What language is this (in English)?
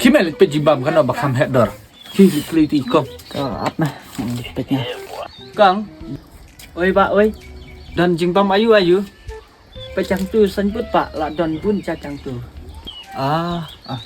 Khasi